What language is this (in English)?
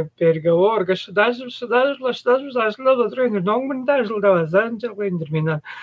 Tuvinian